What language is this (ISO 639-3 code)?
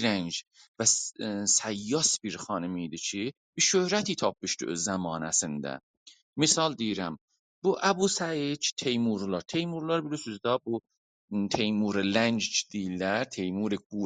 azb